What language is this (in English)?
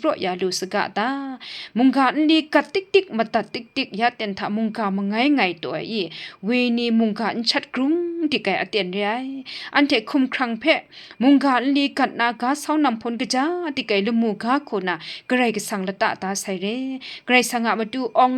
Kachin